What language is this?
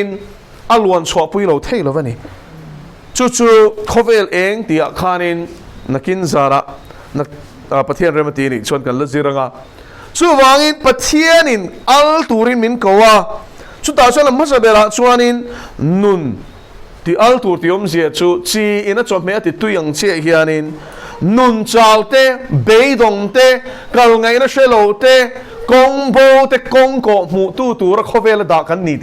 Mizo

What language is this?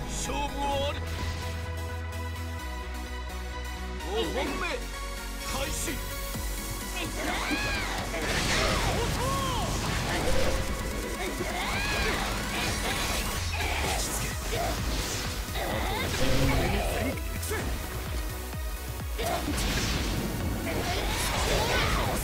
Japanese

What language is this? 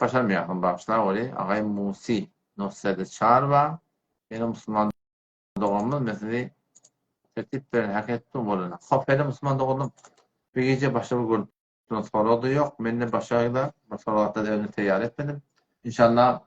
Turkmen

